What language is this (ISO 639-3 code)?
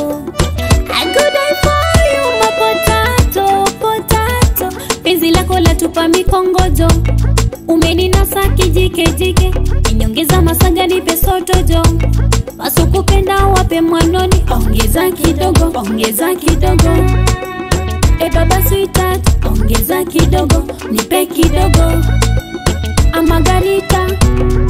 swa